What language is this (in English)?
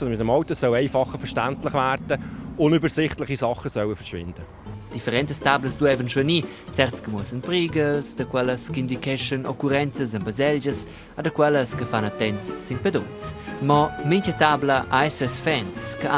Romansh